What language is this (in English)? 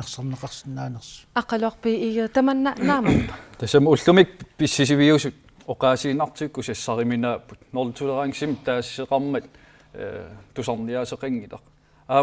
Kalaallisut